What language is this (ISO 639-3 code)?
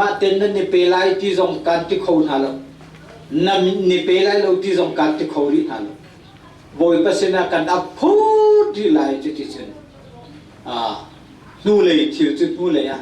cnh